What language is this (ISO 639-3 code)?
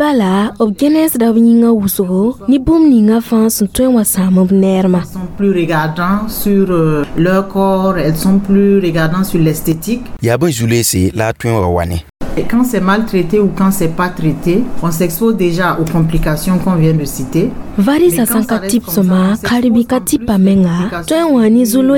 mos